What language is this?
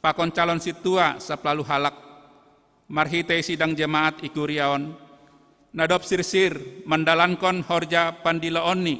Batak Simalungun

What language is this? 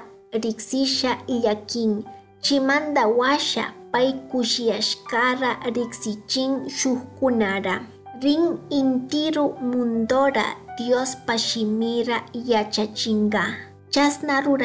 Chimborazo Highland Quichua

